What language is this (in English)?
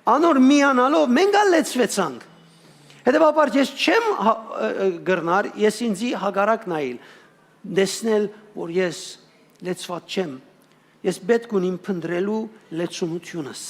Western Armenian